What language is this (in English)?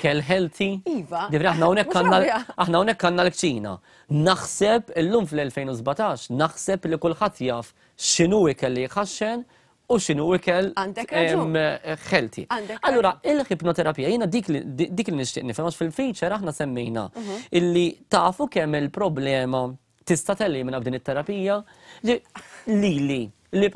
Maltese